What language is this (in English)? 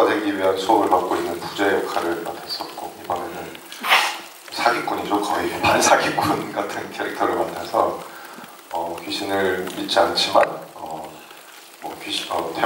Korean